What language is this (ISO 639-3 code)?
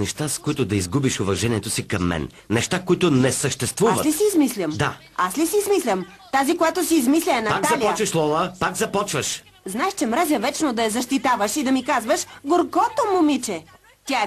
bul